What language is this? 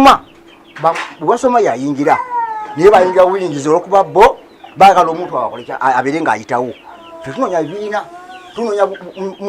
Ganda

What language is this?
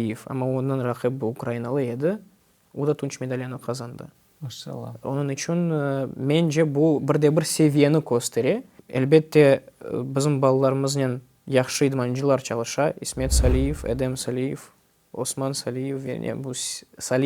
Crimean Tatar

